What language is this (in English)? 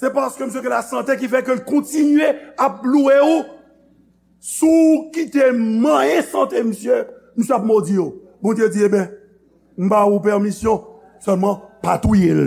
Haitian Creole